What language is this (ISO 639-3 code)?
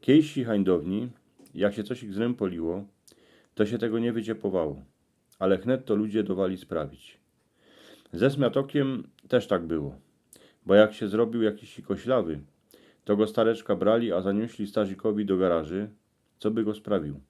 szl